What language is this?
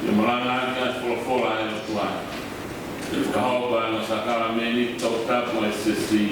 Tongan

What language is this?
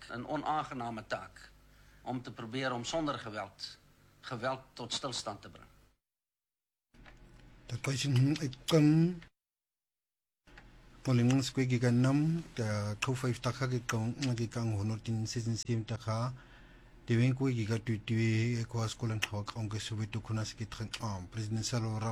Afrikaans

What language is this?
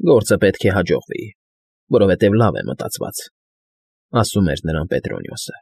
Armenian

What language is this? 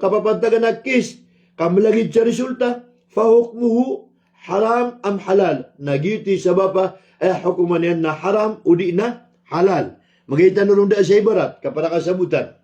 Maranao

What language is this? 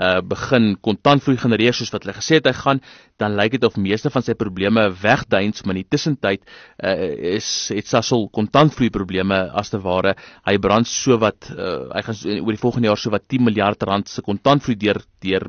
Afrikaans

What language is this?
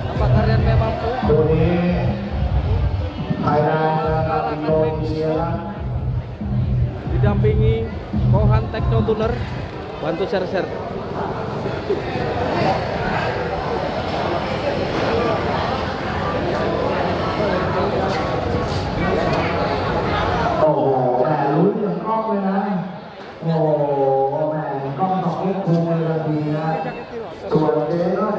Thai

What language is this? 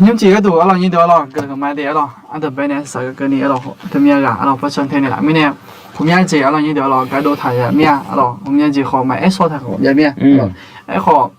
Akha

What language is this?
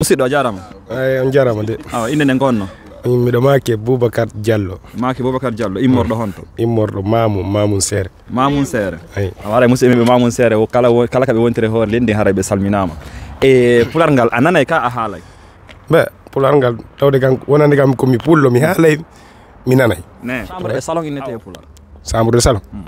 Fula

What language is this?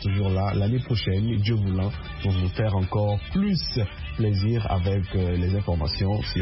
French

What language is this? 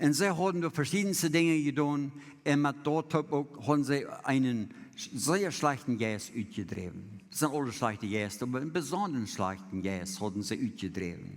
Plautdietsch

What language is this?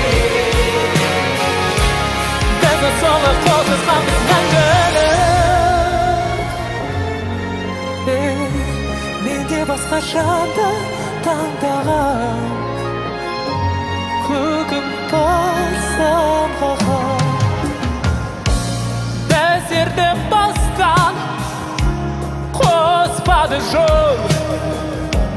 Kazakh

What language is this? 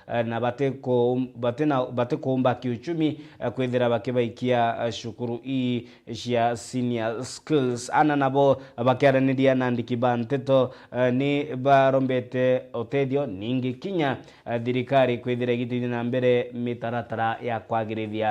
Meru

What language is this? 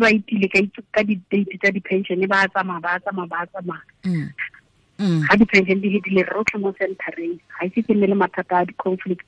Tswana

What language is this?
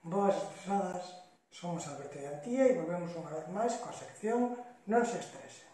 Galician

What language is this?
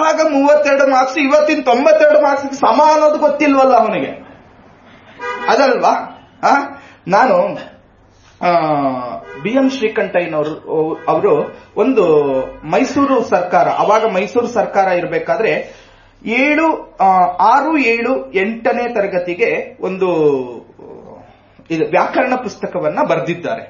Kannada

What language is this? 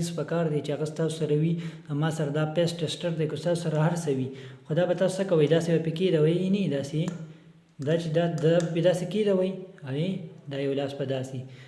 Pashto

